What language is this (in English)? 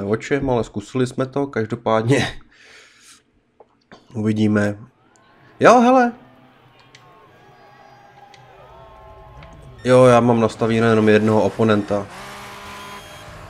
Czech